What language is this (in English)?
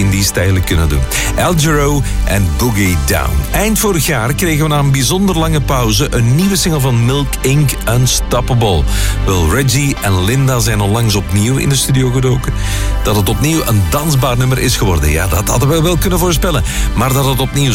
Dutch